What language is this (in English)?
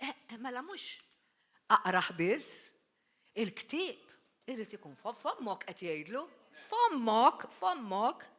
Maltese